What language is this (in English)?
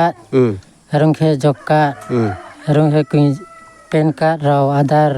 Riang (India)